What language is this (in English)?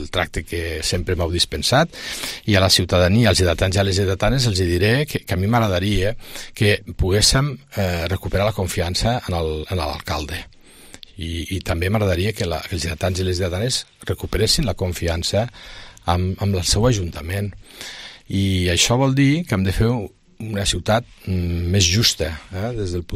Catalan